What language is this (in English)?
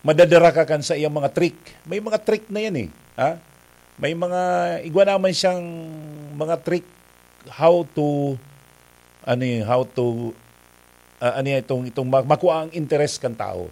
Bikol